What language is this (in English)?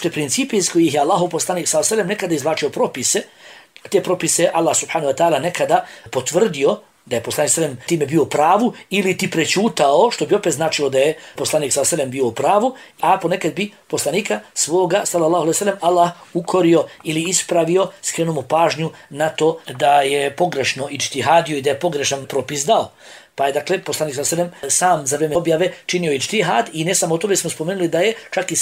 Bosnian